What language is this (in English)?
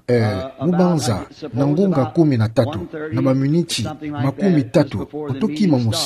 Kituba (Democratic Republic of Congo)